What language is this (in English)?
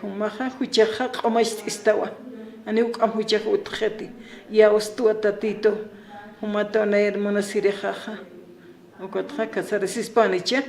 Aymara